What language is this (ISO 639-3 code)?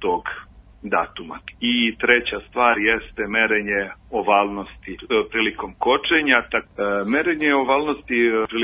srp